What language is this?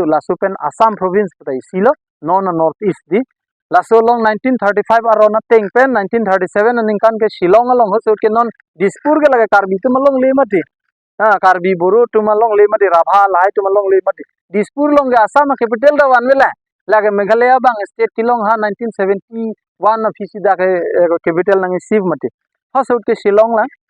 Karbi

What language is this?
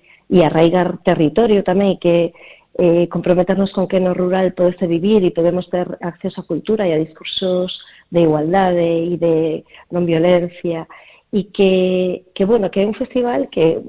Galician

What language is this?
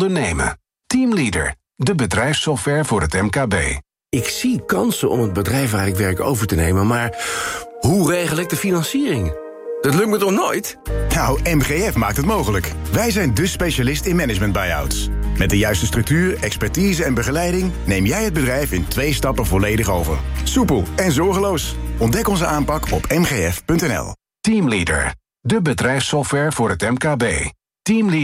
Dutch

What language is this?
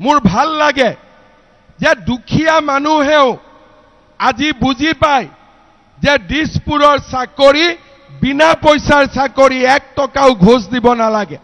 Assamese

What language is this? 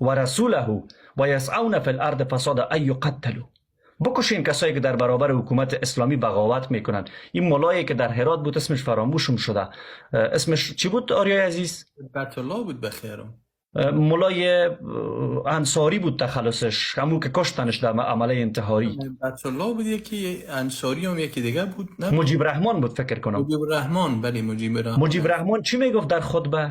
Persian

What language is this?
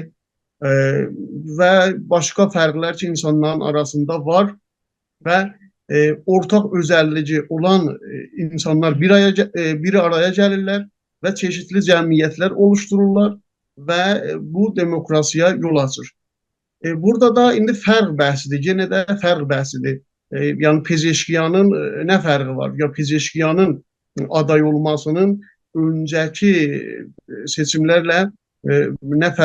South Azerbaijani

